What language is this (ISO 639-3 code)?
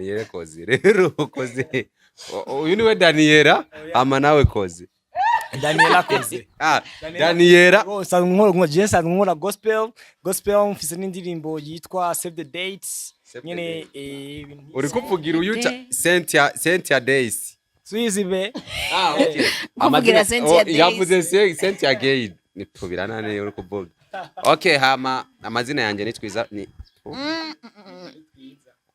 run